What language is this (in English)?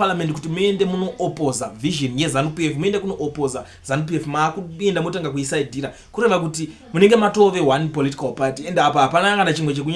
Shona